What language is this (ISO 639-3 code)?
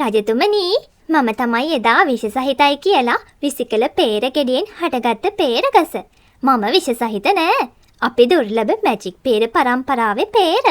sin